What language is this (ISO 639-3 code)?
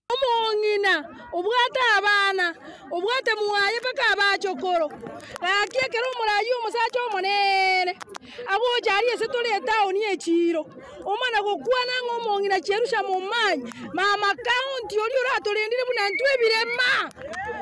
guz